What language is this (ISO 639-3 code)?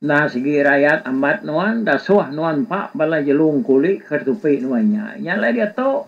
iba